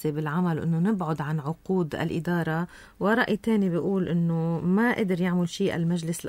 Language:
North Levantine Arabic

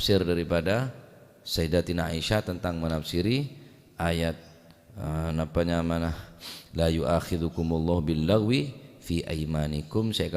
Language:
Madurese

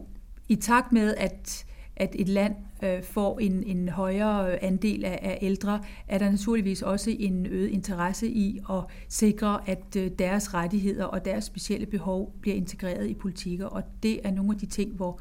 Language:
Danish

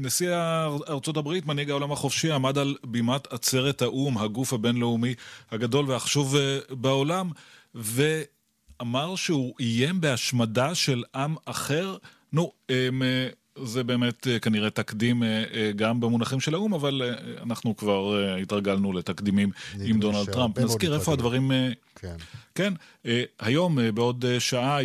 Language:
Hebrew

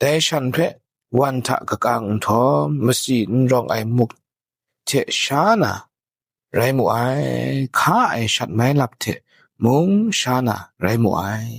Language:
Kachin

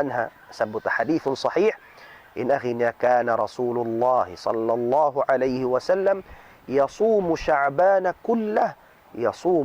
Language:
Tausug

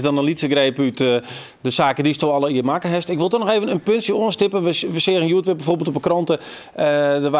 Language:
Western Frisian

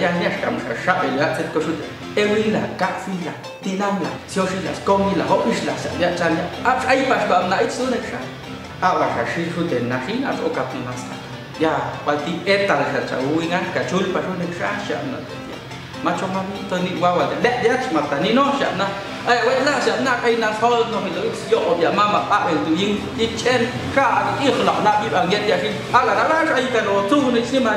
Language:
Popti'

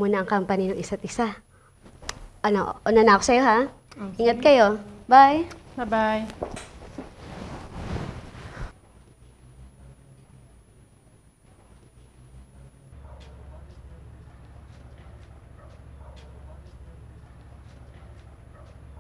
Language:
Filipino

